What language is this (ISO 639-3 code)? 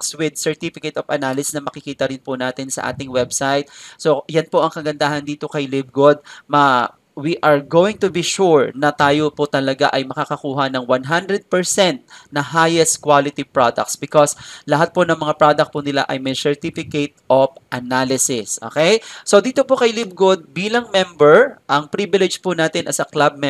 fil